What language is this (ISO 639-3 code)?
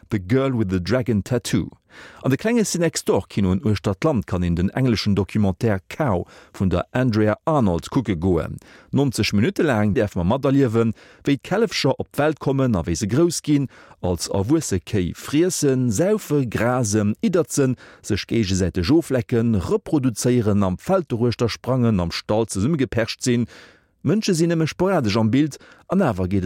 ltz